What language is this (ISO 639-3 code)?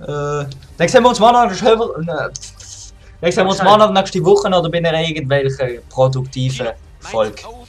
gsw